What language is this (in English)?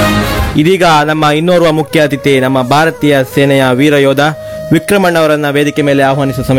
Kannada